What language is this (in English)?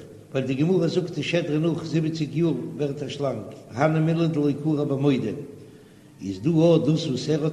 Yiddish